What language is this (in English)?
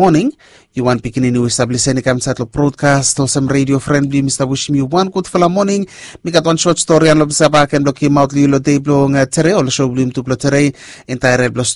Bislama